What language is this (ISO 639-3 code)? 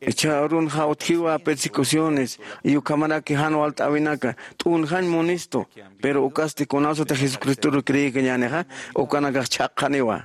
aym